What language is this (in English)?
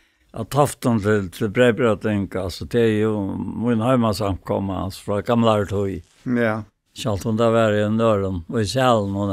Faroese